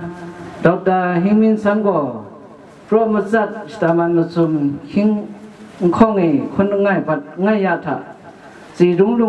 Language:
Kachin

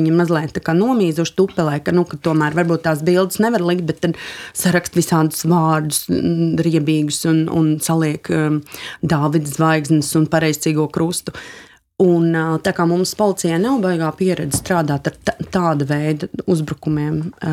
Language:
Latvian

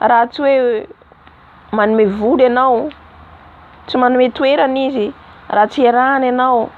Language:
Malagasy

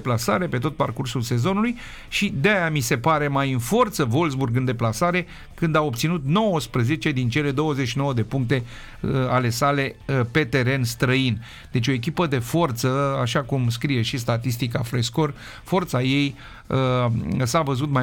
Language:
Romanian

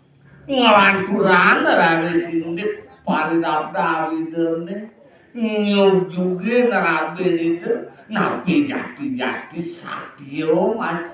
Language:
Balinese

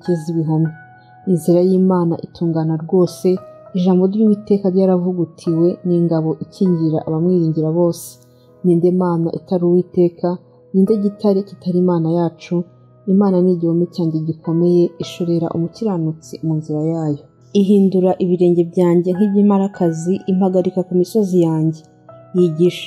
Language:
Kinyarwanda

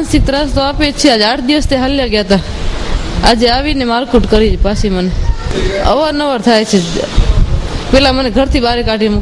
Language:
Gujarati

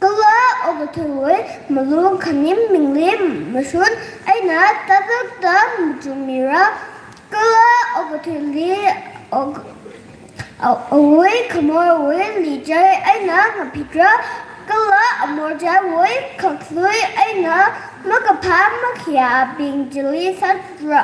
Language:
Tangkhul Naga (India)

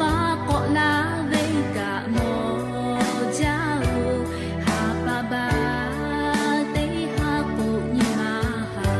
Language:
Lahu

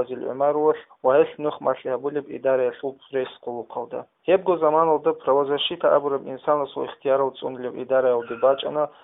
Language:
Avaric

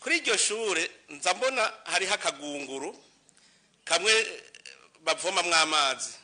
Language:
Rundi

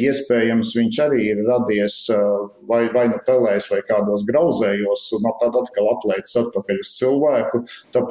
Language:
Latvian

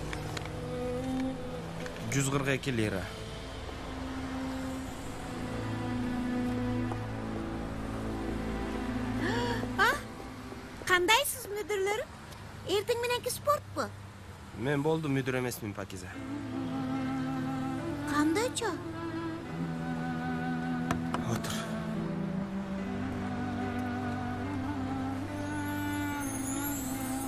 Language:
Kyrgyz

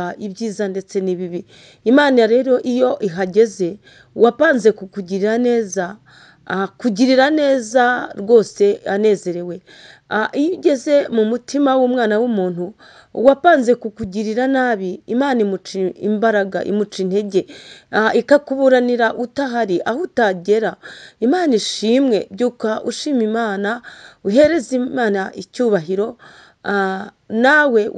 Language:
Kinyarwanda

